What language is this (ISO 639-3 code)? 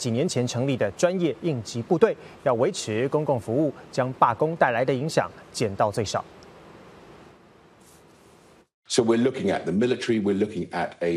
zho